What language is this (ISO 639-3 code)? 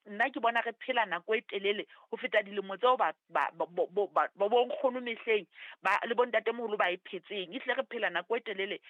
sot